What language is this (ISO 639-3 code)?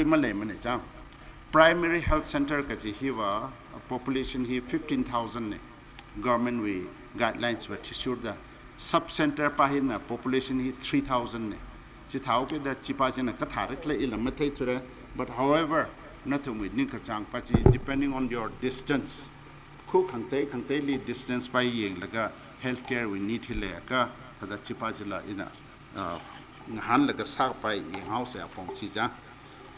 nmf